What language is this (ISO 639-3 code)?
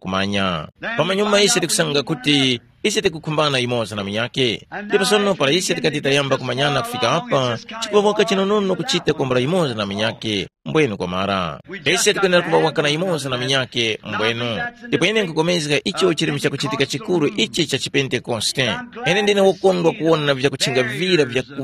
tum